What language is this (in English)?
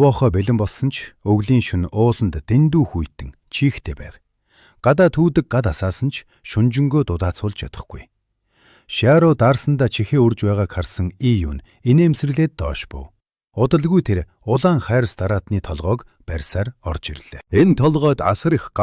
Mongolian